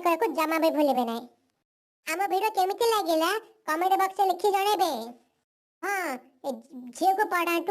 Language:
Odia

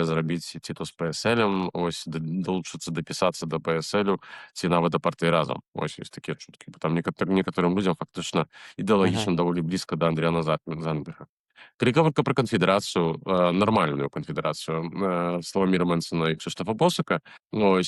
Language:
Belarusian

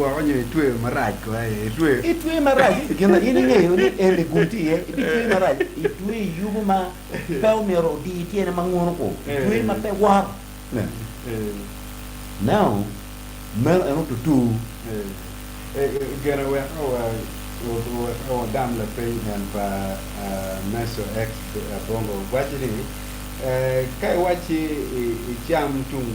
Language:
Acoli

